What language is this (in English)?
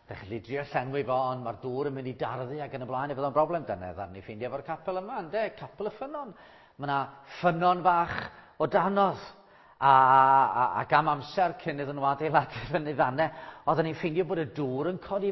Welsh